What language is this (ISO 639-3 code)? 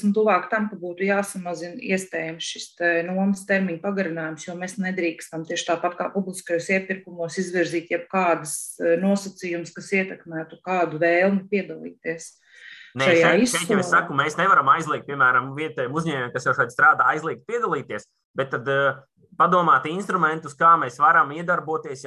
lav